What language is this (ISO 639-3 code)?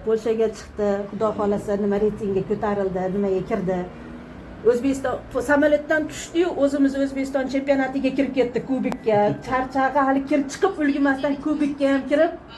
uzb